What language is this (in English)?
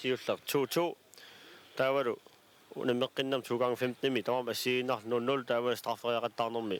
Kalaallisut